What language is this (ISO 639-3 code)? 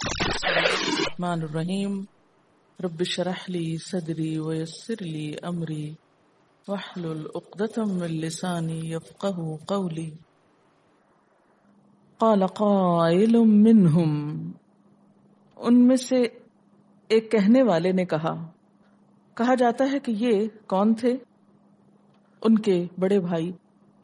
urd